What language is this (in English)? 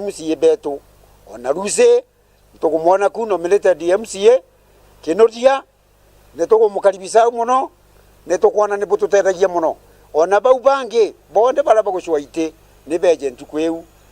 Meru